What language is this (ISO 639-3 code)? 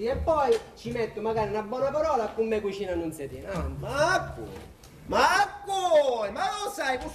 scn